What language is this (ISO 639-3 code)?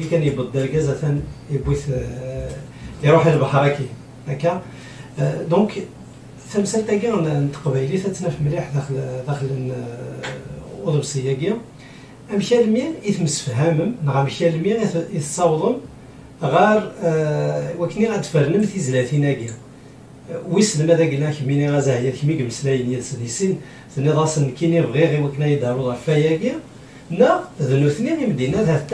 kab